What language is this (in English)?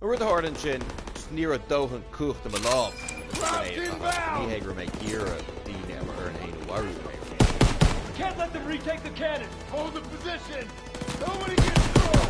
Irish